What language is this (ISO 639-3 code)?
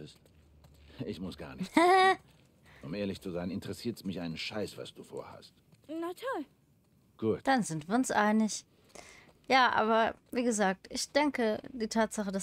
deu